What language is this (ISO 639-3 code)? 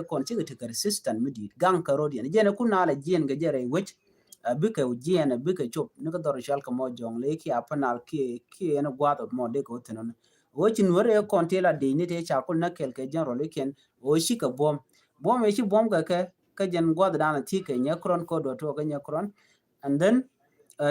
nus